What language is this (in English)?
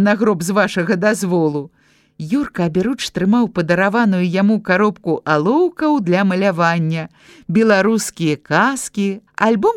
Belarusian